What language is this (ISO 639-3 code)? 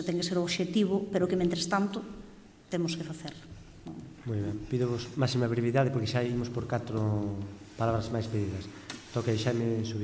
glg